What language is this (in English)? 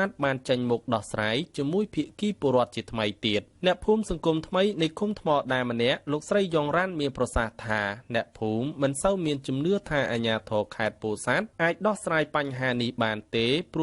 Khmer